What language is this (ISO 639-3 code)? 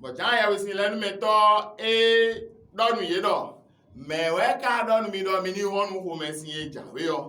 fon